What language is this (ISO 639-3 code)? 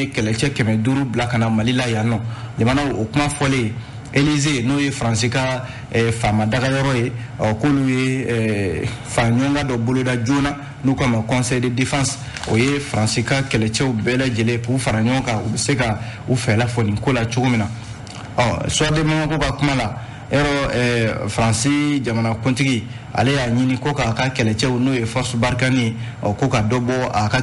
bam